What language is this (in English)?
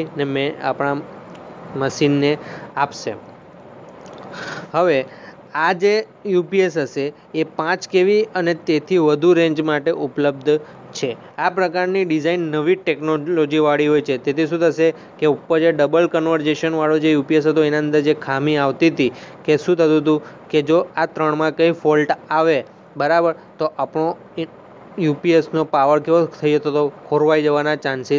Gujarati